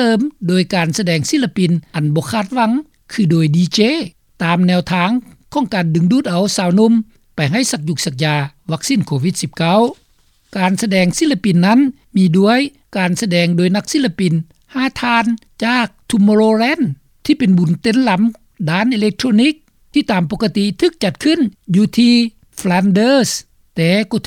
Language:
Lao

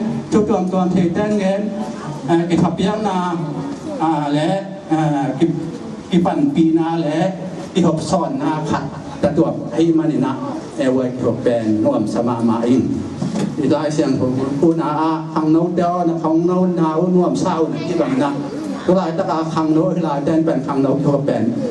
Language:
Tedim Chin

